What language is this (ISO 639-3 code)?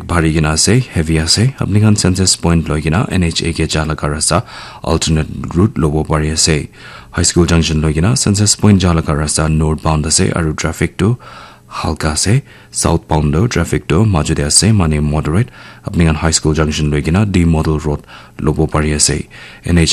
nag